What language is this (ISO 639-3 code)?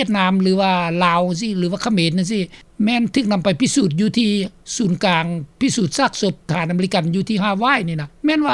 lao